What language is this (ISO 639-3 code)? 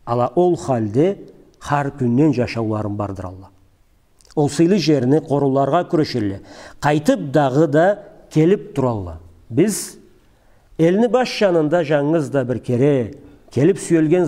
krc